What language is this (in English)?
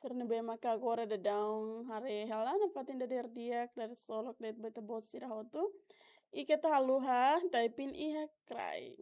Tetum